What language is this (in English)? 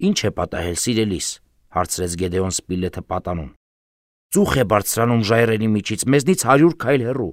Armenian